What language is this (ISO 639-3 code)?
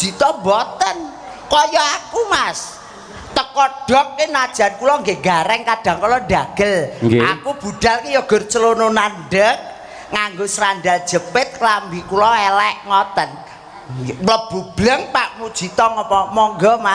jav